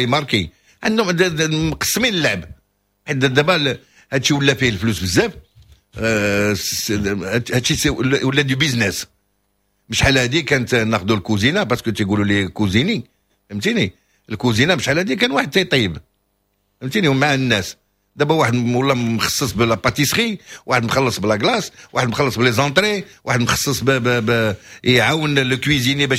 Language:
Moroccan Arabic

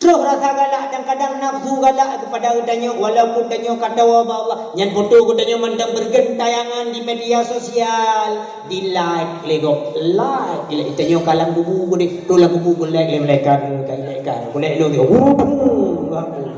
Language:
Achinese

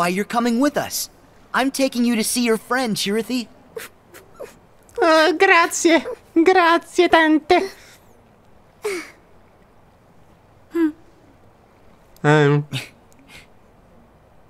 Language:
Italian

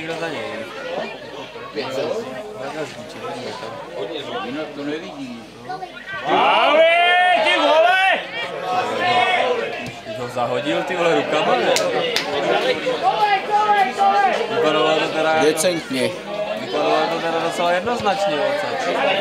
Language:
Czech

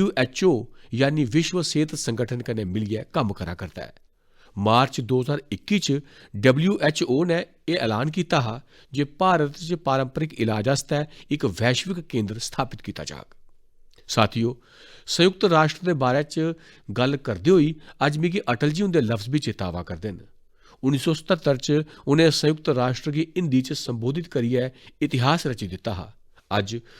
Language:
Dogri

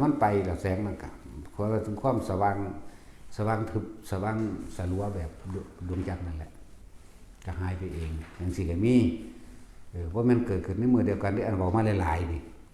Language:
Northeastern Thai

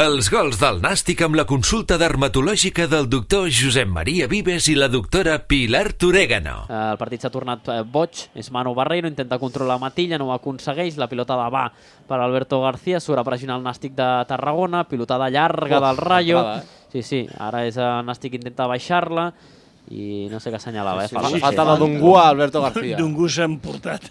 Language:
Catalan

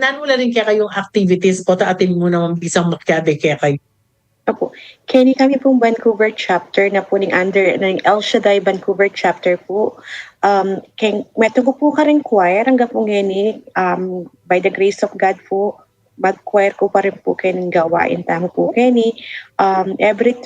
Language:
Pampanga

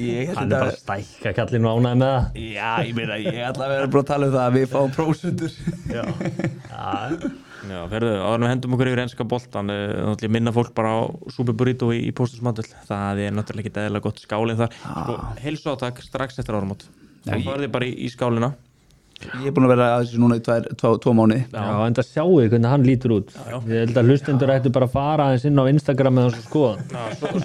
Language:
Icelandic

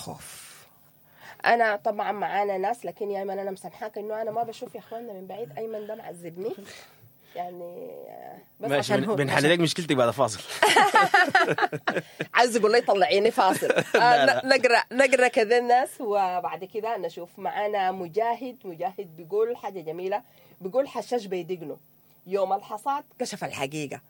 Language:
Sudanese Arabic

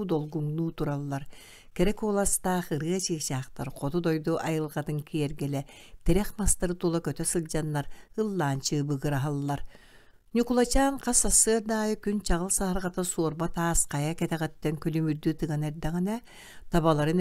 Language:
Yakut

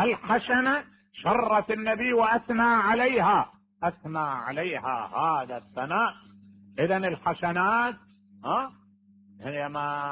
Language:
Mesopotamian Arabic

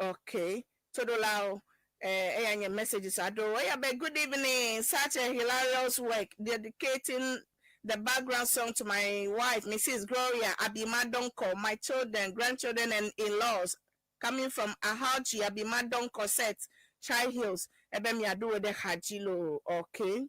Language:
Ewe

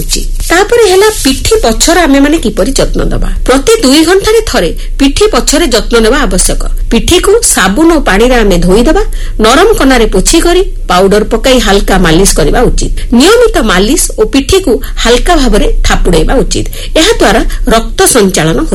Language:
Odia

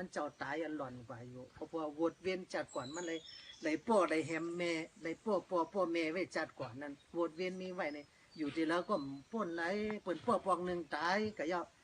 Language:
Shan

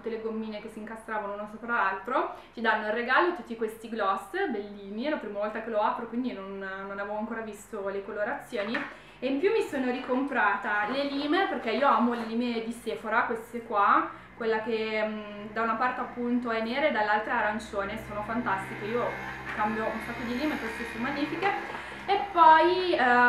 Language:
Italian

